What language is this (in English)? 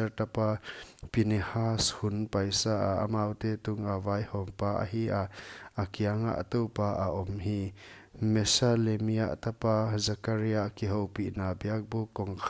Paite Chin